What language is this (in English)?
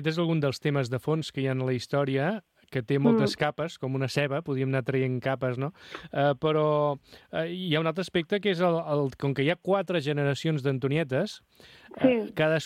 Catalan